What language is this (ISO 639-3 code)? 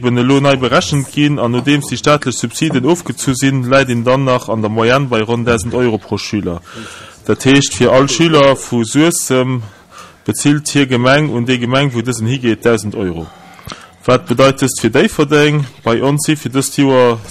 ltz